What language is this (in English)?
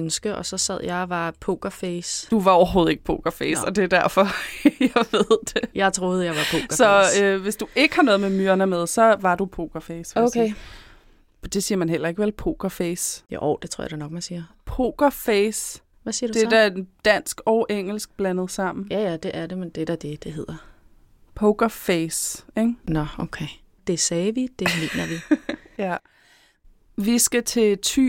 Danish